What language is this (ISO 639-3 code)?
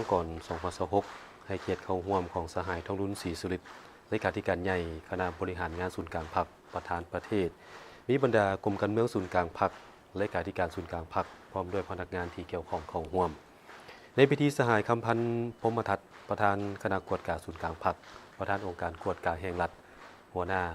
lao